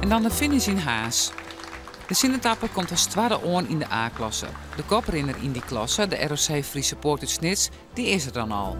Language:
Western Frisian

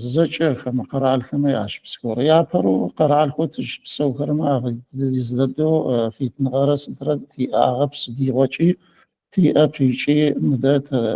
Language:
Adyghe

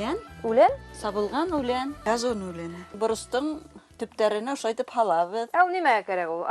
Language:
Bashkir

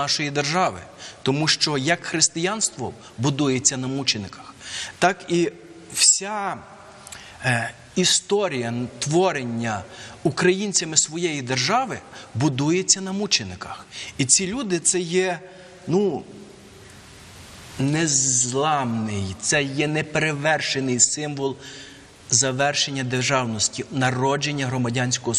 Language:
Ukrainian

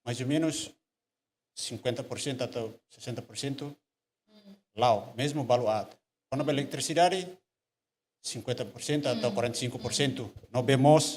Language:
Tetum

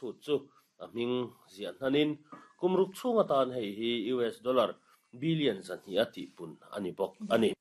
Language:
Mizo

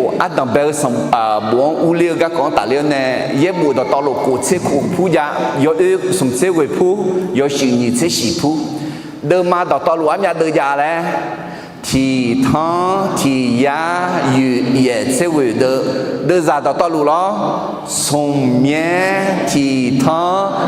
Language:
Akha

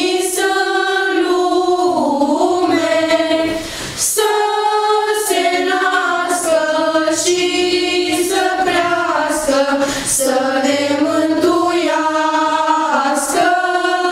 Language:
Romanian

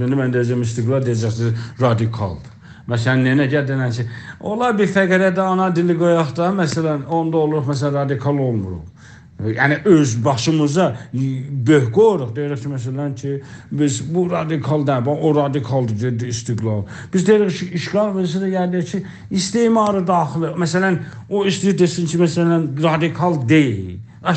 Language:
South Azerbaijani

